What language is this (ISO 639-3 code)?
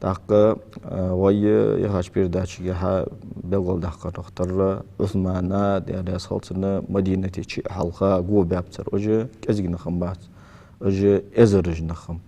inh